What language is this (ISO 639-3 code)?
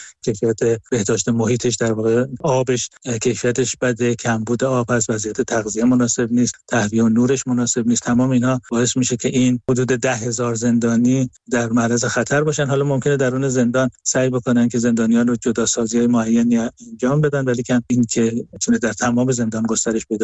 fas